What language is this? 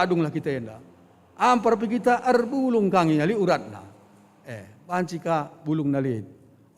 Batak Karo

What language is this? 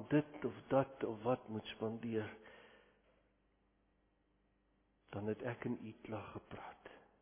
Afrikaans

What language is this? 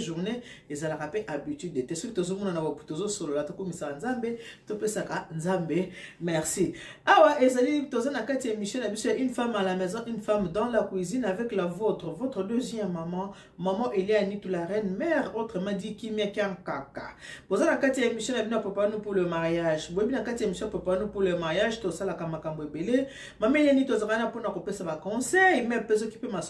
Lingala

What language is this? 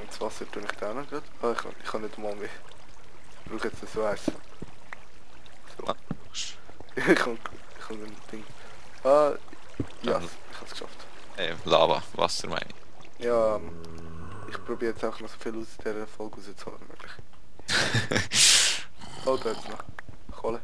Swiss German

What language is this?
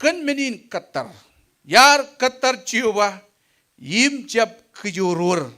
Marshallese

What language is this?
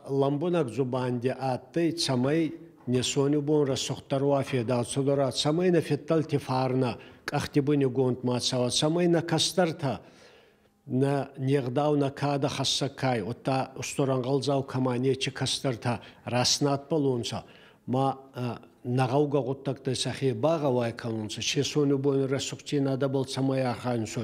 Ossetic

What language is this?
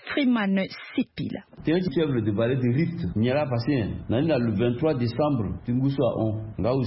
Sango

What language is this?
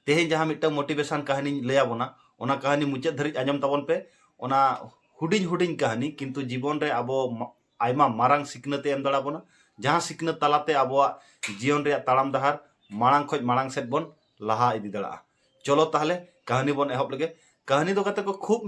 Santali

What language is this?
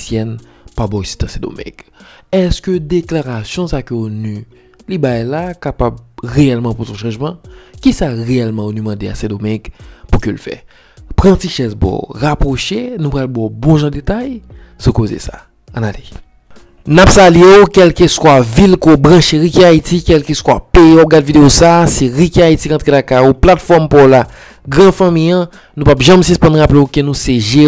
Haitian Creole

